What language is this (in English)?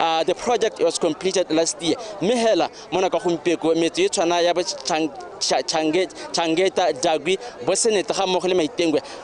Tswana